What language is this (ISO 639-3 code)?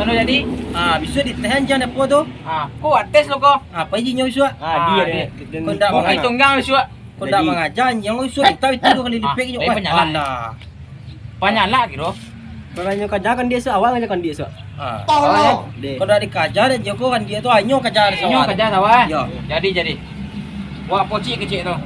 min